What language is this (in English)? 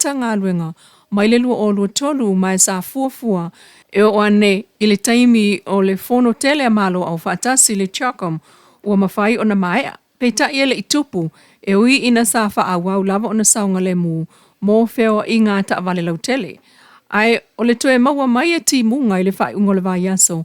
Samoan